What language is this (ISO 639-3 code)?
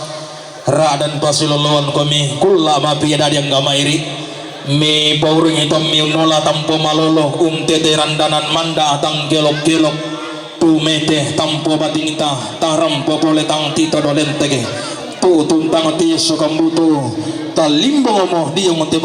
sda